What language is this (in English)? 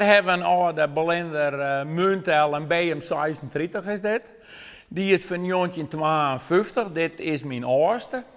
Western Frisian